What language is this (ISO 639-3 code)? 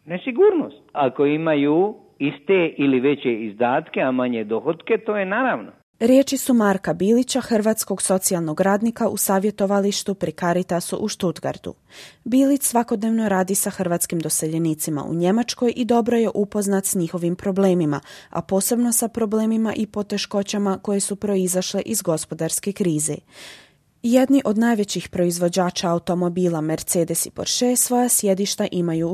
hrv